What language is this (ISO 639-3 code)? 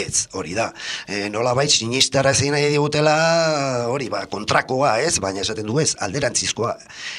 eus